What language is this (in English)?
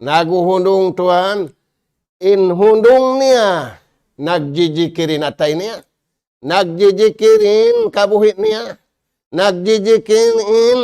Tausug